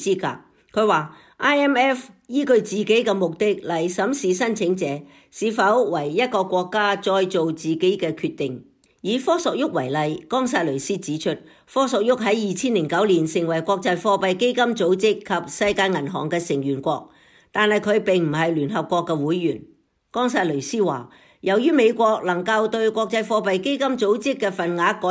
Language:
Cantonese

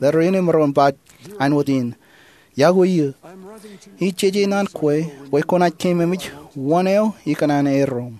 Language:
Marshallese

